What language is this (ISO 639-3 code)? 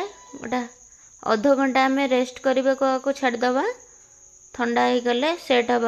ori